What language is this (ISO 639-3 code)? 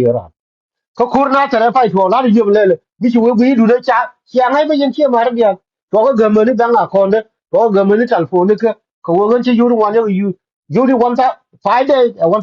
nus